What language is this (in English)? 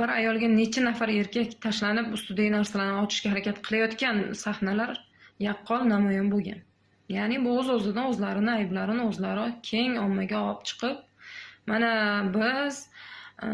Uzbek